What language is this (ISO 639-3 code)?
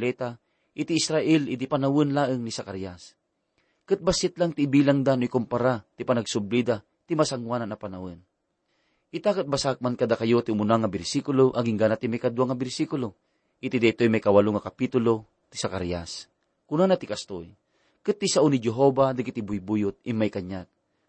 ilo